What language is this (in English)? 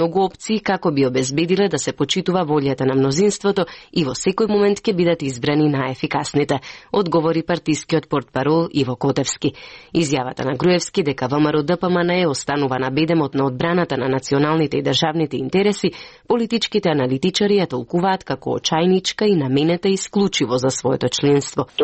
Macedonian